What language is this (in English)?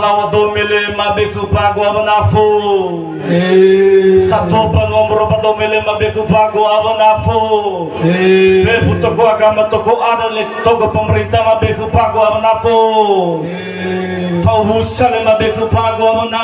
Nias